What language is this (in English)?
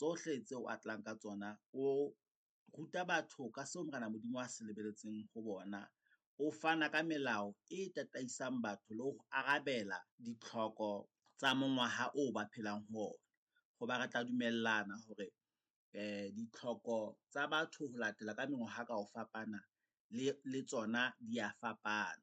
Southern Sotho